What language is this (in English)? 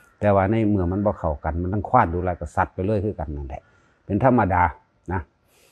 Northeastern Thai